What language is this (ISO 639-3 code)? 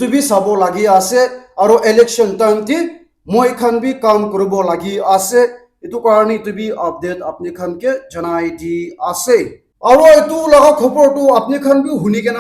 nag